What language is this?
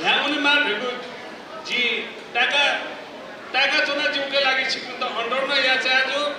Newari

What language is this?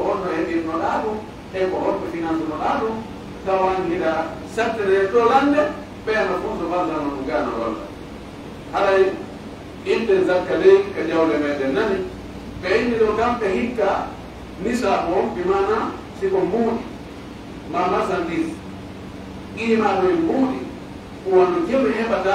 Pular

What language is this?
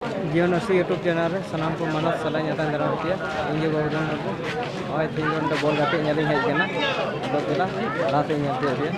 Santali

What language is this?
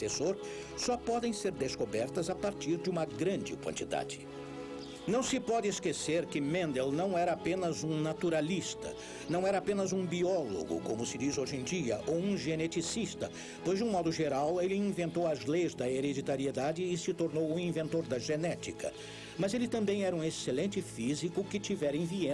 Portuguese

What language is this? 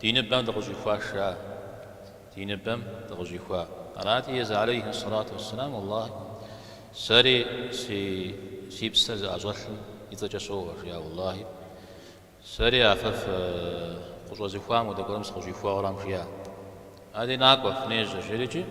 Kabardian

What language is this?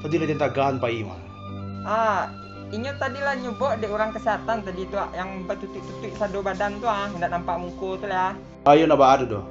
Minangkabau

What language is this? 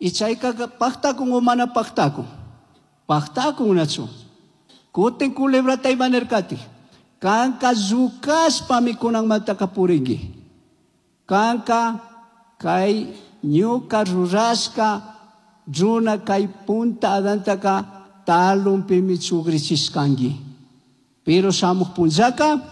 Chimborazo Highland Quichua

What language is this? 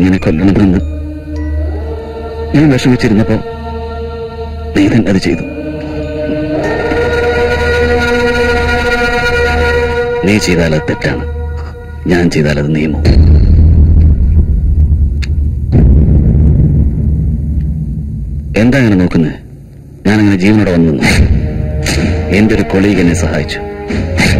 Malayalam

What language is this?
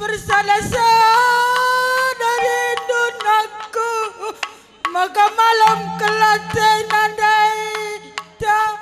Batak Karo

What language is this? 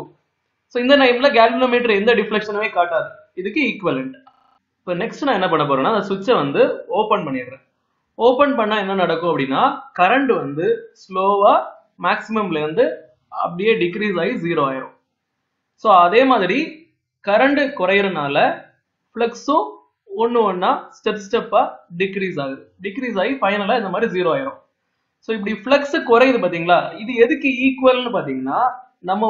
Tamil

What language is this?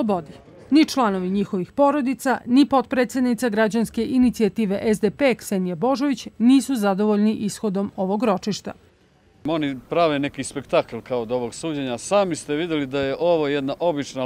Bosnian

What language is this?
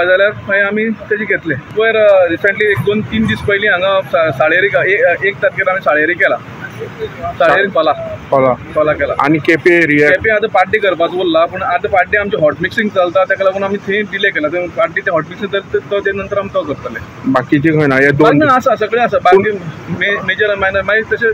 Konkani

